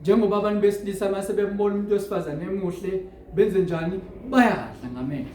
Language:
Zulu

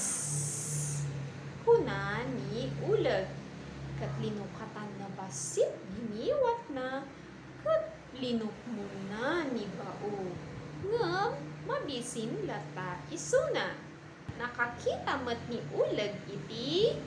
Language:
Iloko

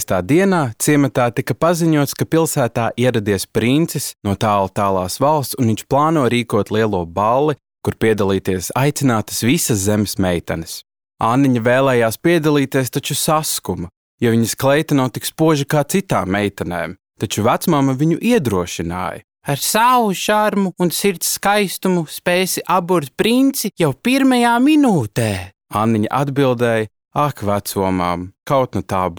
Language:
Latvian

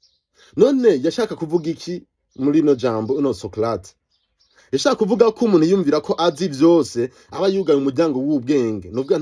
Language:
Rundi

